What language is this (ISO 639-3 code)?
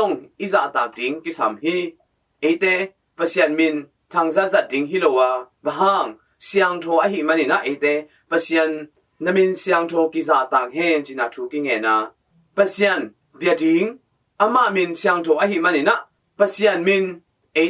ctd